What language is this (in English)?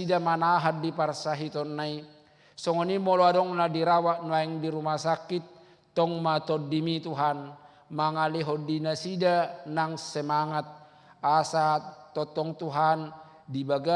Batak Toba